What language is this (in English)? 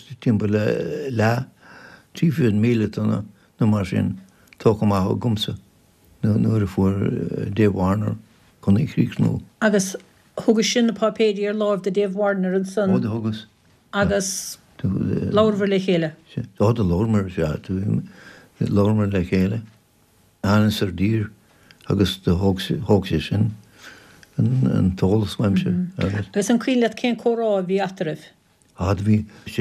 Irish